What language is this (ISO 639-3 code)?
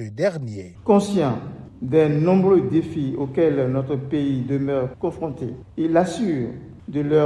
fra